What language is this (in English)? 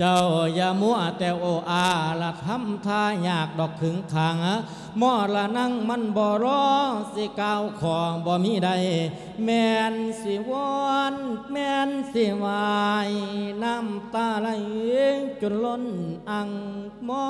Lao